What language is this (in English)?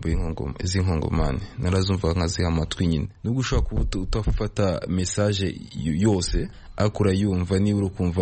Kinyarwanda